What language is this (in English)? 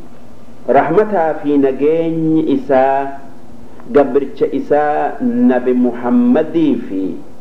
Oromo